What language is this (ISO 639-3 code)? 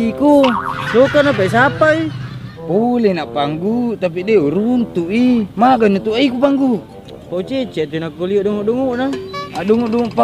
bug